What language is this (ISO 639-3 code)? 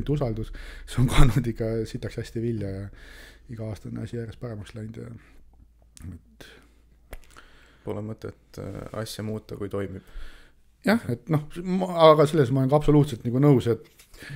est